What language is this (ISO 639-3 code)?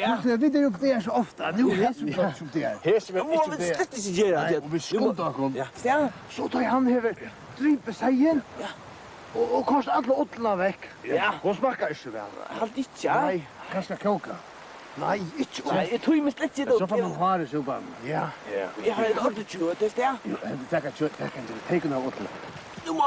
fao